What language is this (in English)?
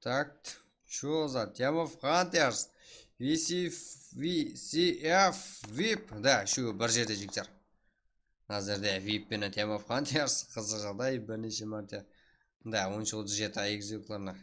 Kara-Kalpak